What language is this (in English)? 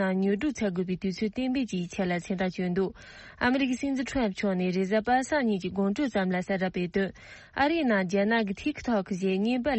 Tibetan